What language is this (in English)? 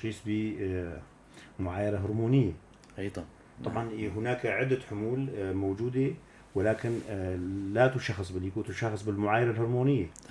North Levantine Arabic